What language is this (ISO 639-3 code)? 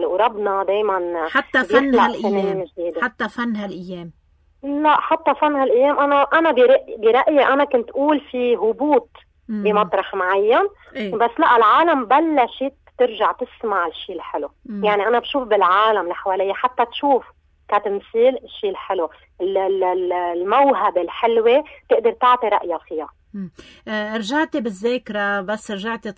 apc